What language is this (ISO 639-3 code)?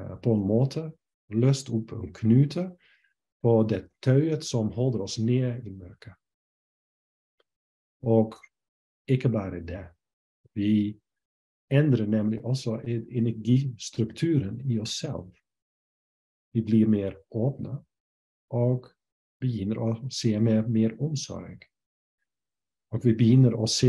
nor